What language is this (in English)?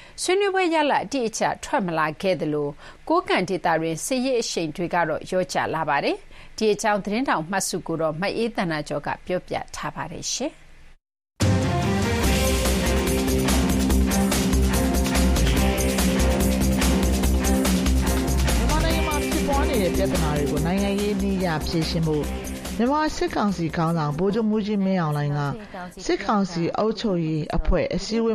Burmese